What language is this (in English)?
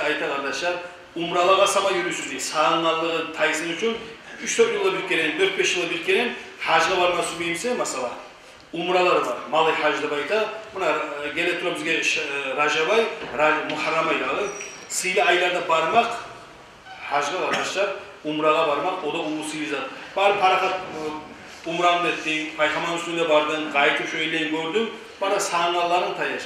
Kumyk